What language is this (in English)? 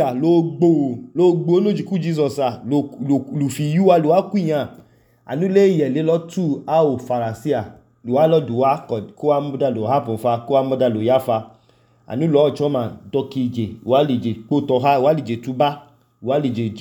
Idoma